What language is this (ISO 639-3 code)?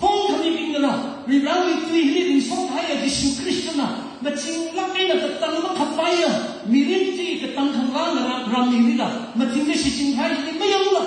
nmf